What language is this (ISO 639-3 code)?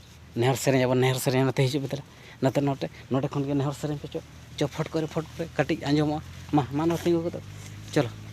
sat